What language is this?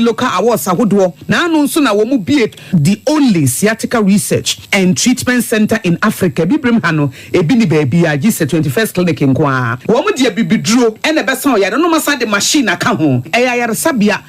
Akan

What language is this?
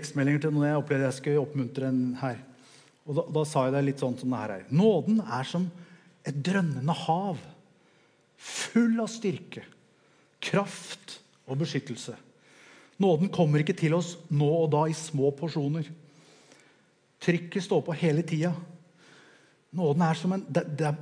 Norwegian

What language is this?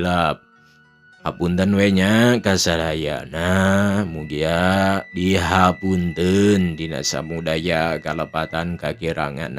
Sundanese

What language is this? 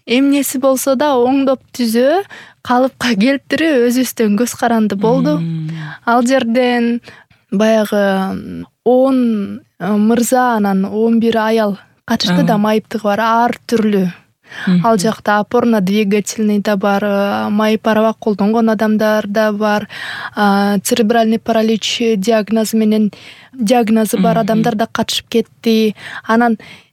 Kyrgyz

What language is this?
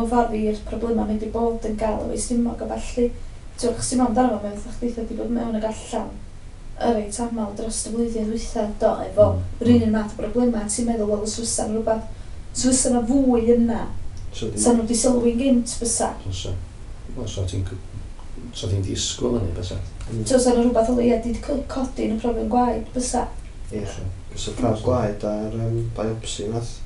Welsh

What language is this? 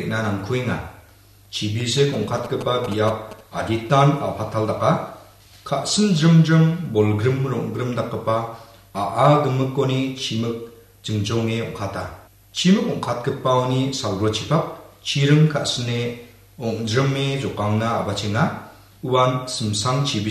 Garo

